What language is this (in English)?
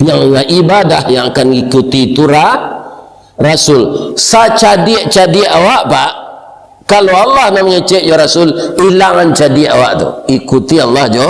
Minangkabau